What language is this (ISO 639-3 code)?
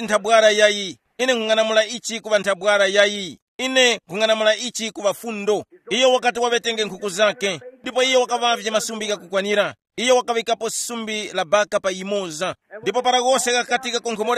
tum